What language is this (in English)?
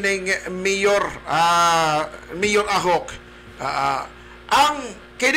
Cebuano